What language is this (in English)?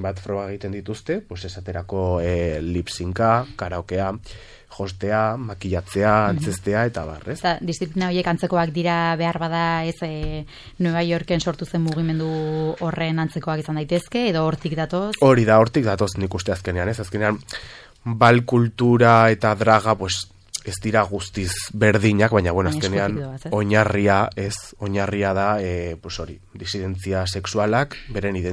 Basque